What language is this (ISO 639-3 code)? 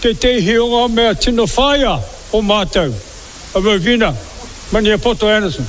mri